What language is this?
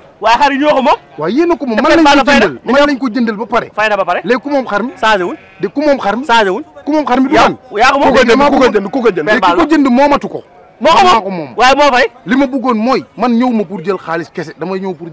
Wolof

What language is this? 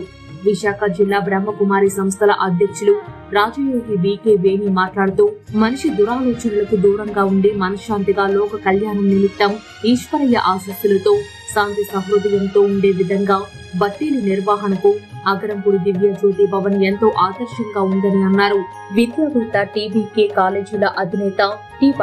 Telugu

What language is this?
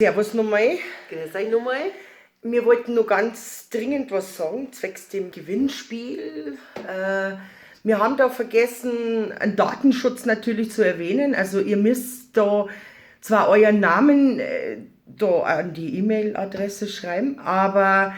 Bavarian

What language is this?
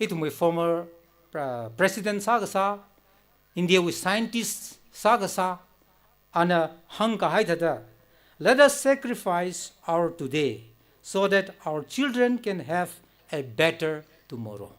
Tangkhul Naga (India)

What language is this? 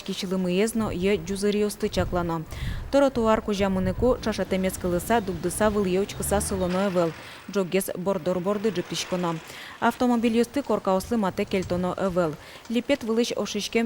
Udmurt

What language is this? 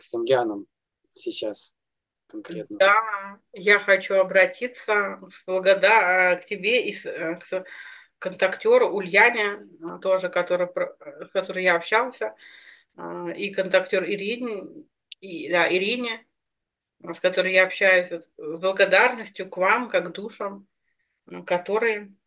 Russian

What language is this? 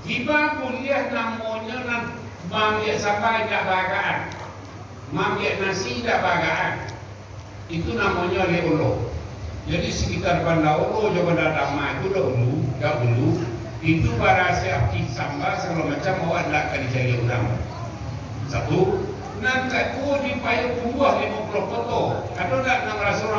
Minangkabau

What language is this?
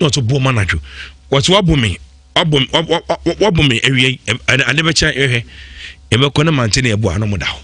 Akan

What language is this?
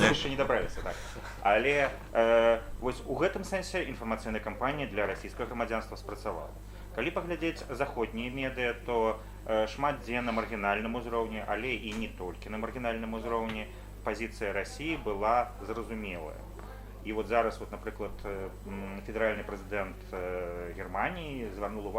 Belarusian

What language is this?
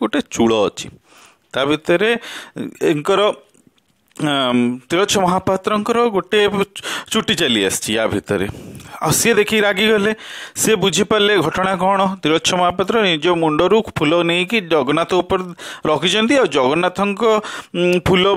Odia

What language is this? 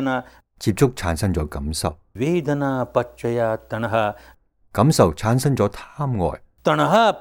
Cantonese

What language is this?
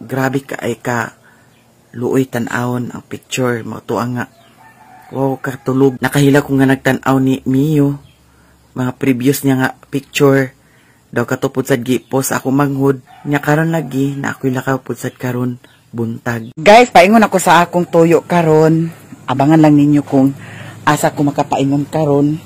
Cebuano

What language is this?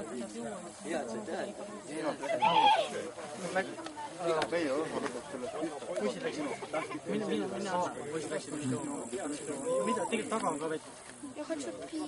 Estonian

